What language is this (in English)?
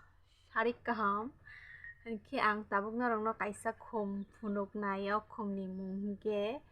Kok Borok